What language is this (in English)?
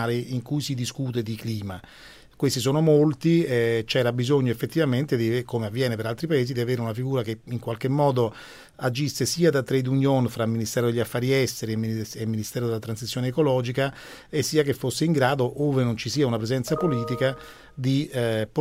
Italian